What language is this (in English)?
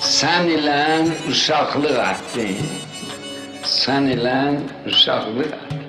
South Azerbaijani